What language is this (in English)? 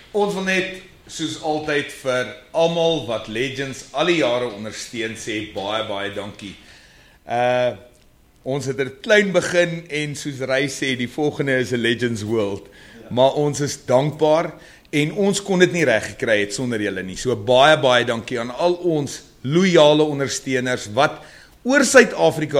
Afrikaans